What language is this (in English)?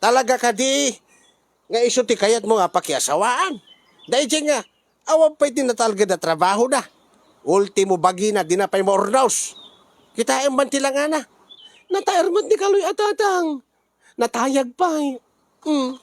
Iloko